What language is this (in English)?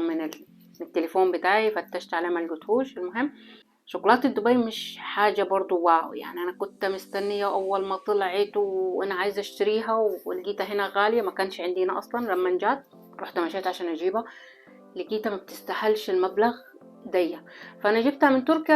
Egyptian Arabic